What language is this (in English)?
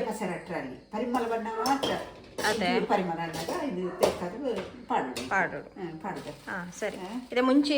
Tulu